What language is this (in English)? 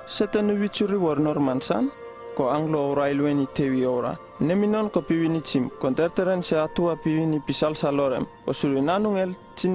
Uripiv-Wala-Rano-Atchin